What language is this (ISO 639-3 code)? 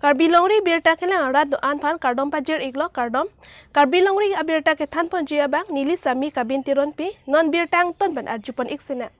mjw